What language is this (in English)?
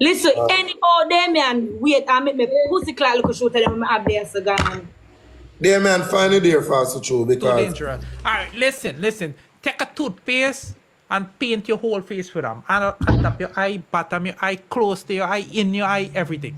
Jamaican Creole English